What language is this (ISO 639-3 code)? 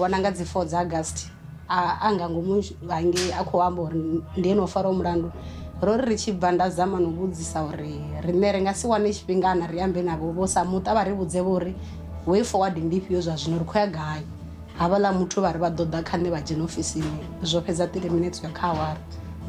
ven